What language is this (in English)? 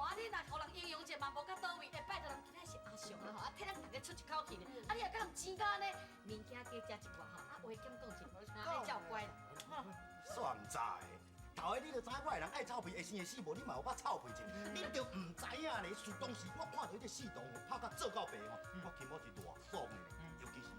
Min Nan Chinese